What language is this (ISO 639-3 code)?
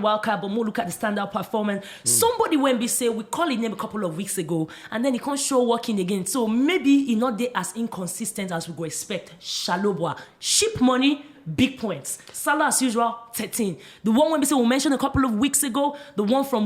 pcm